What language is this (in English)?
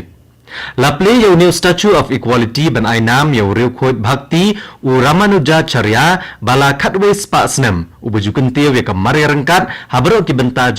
Khasi